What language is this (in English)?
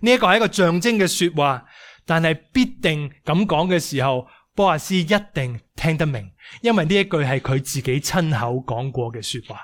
Cantonese